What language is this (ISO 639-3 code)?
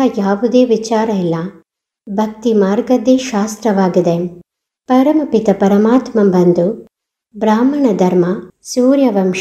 kan